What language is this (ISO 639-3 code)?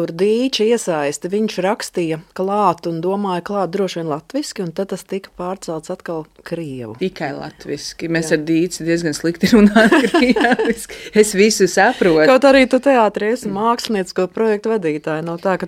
lav